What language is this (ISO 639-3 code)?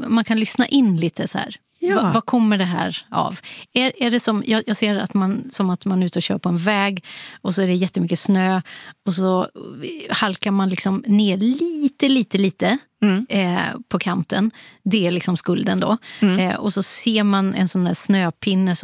swe